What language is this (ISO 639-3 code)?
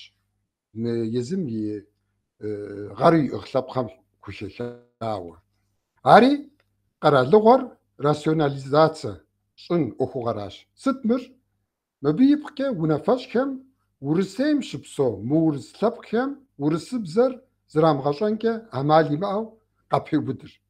kbd